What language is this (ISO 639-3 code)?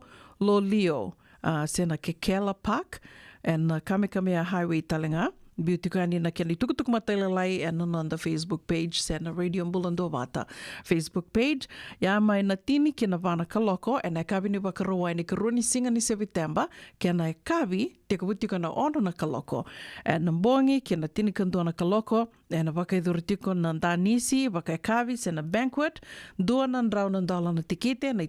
fij